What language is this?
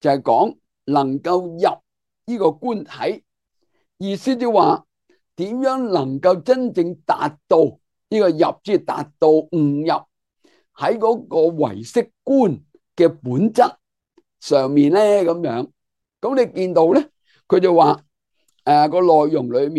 Cantonese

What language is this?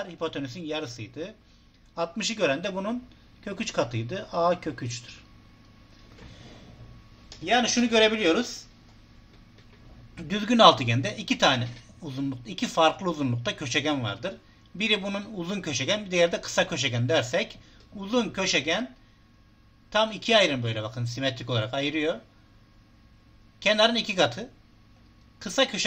Turkish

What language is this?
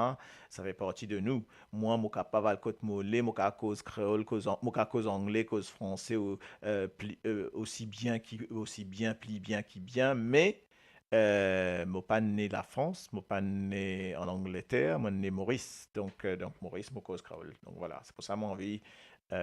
Morisyen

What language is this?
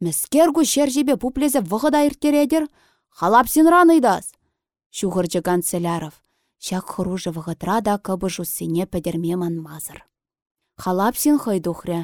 Chuvash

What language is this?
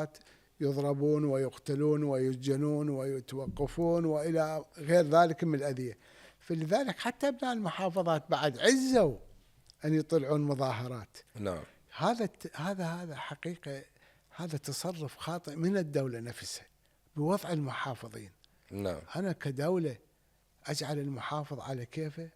Mesopotamian Arabic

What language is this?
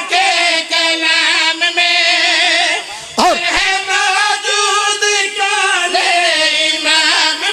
Pahari-Potwari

